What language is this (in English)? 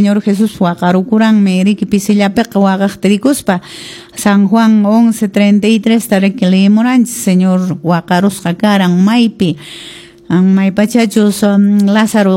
Quechua